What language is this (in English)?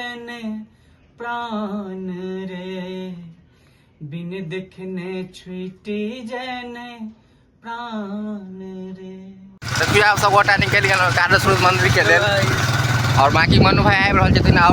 Maithili